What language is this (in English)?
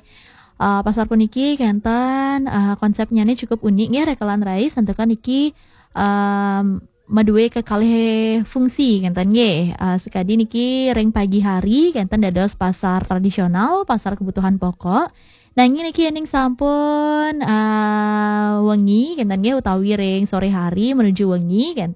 Balinese